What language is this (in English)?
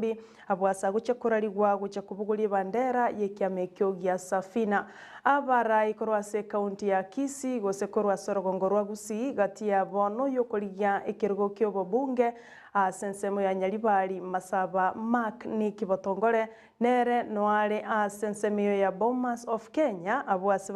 Gusii